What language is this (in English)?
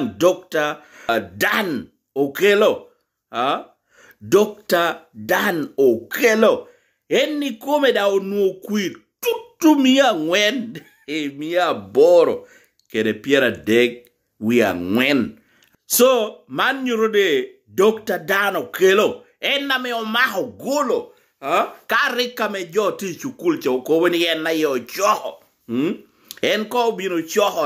Lango (Uganda)